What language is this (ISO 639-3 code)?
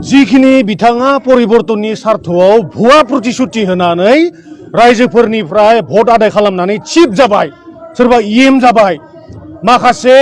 brx